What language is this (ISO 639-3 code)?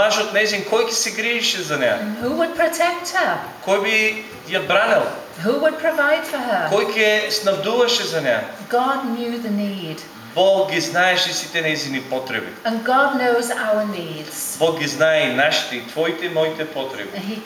mkd